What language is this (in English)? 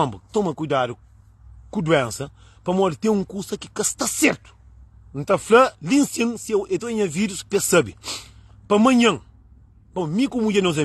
Kabuverdianu